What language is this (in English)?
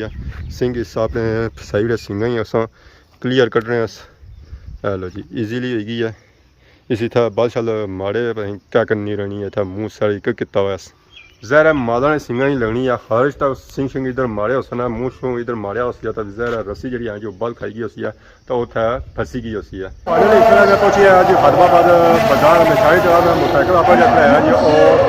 Pahari-Potwari